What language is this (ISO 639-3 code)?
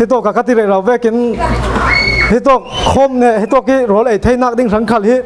cfm